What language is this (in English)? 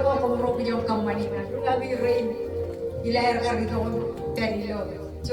Marshallese